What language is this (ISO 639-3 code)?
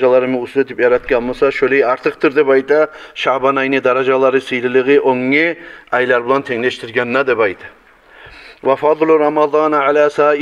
kum